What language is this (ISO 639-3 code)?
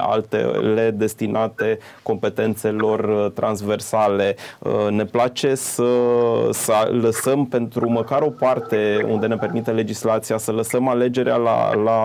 ron